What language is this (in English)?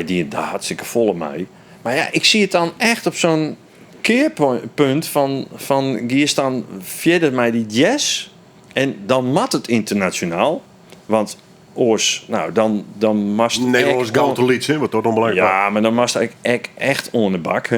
Western Frisian